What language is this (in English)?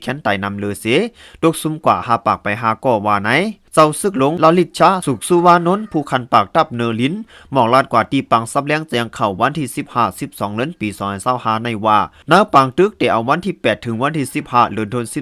Lao